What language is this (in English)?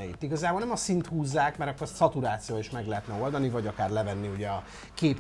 Hungarian